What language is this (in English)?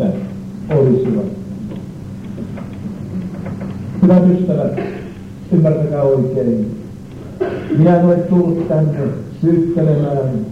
Finnish